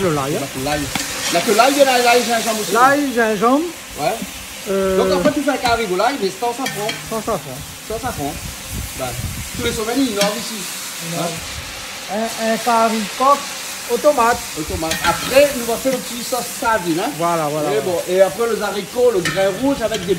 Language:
Réunion Creole French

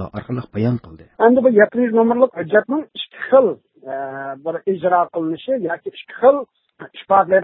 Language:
Uyghur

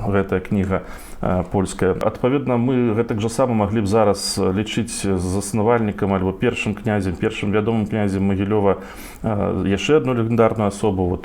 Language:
Belarusian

